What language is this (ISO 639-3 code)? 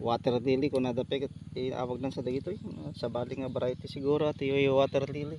ilo